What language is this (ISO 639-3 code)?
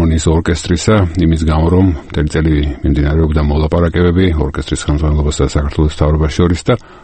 kat